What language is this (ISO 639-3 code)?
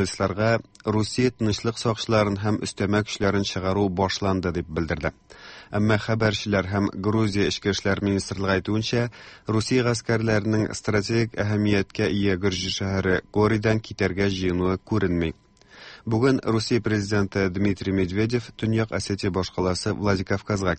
tat